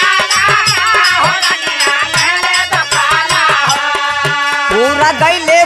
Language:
Bhojpuri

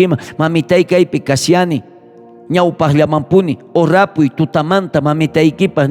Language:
South Bolivian Quechua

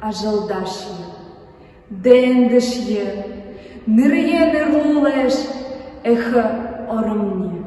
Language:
Buriat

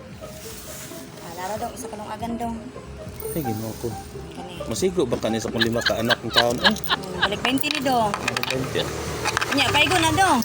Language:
Cebuano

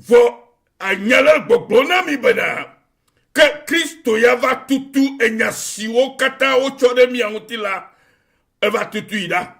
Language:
Ewe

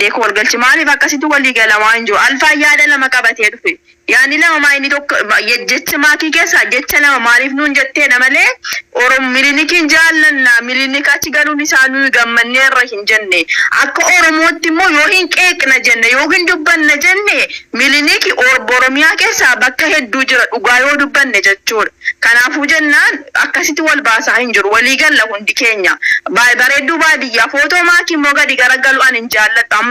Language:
Oromo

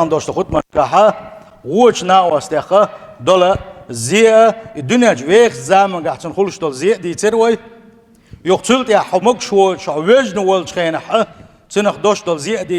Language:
Chechen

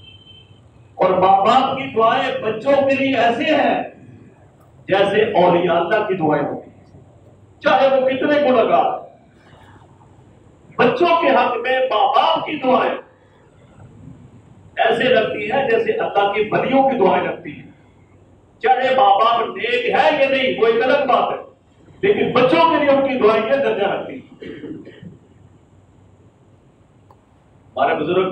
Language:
Urdu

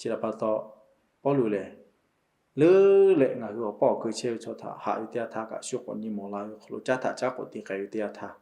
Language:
Lahu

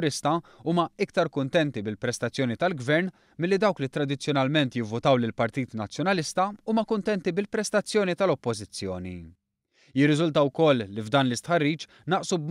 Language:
Maltese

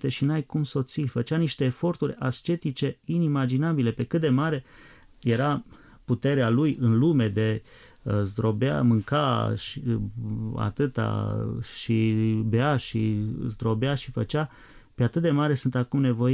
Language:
Romanian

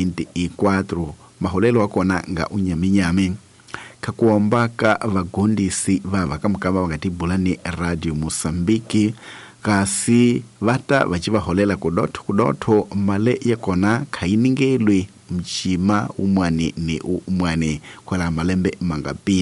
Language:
Tsonga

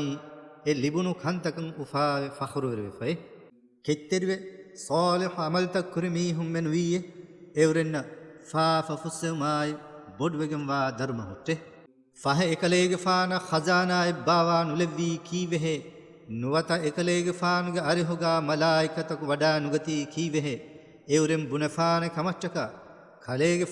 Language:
Divehi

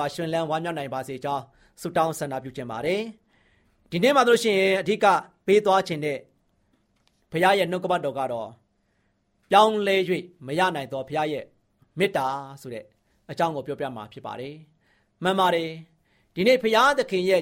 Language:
Burmese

